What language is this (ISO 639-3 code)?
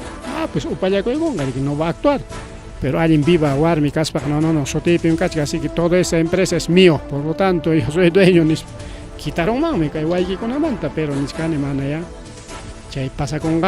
quy